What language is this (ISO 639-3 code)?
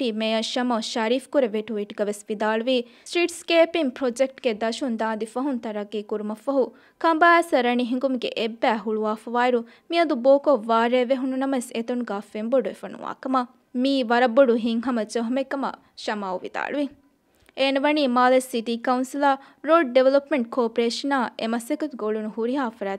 div